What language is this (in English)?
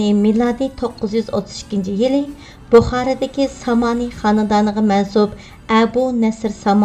Uyghur